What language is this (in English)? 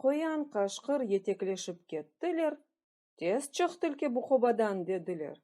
Crimean Tatar